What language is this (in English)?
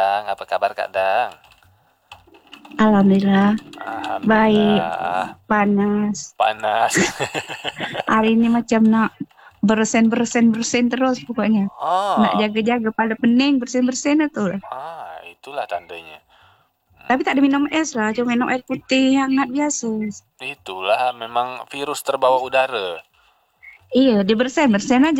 Malay